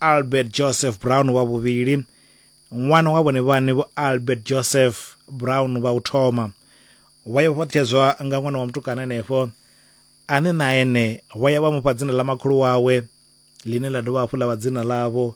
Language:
Venda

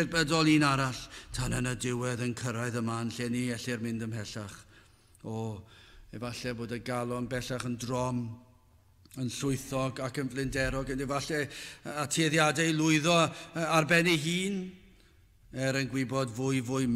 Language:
Welsh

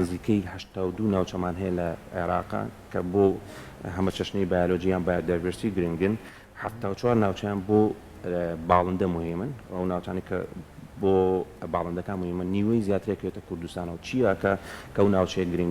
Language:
Central Kurdish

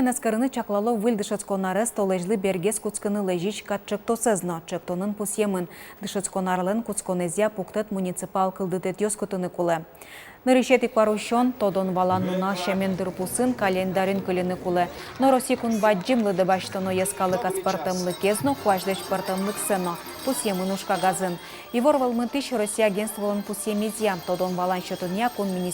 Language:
Udmurt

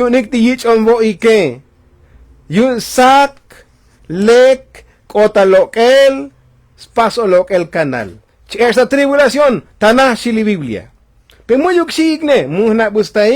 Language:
Tzotzil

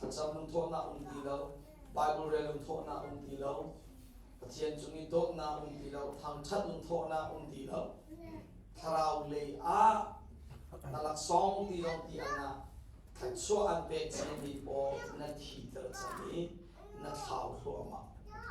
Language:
Hakha Chin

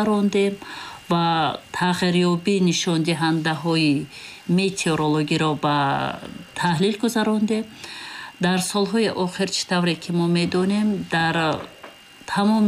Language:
Tajik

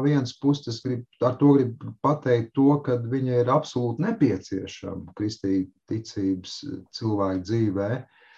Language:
Latvian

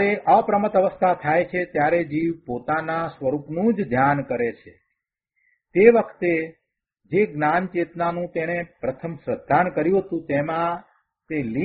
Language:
Gujarati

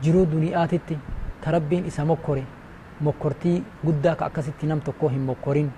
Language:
Oromo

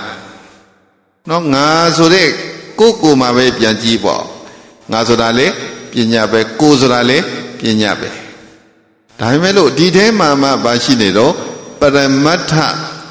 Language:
Burmese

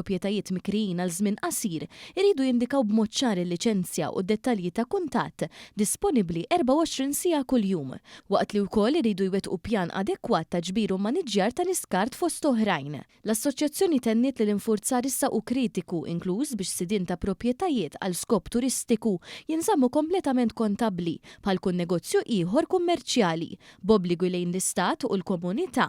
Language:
Maltese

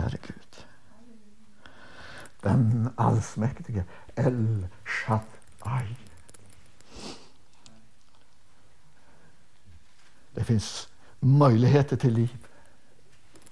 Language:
Swedish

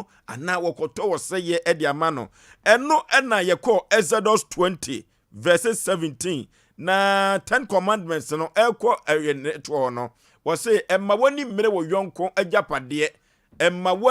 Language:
Akan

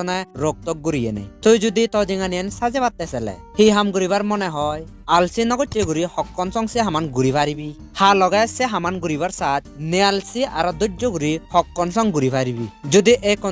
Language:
Chakma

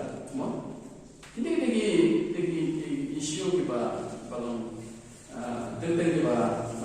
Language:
Khasi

